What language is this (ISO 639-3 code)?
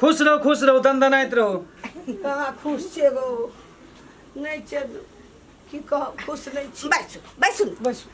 mai